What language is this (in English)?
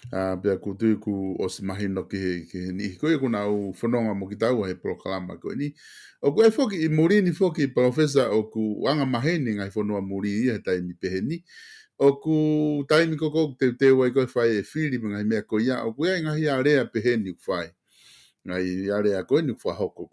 Tongan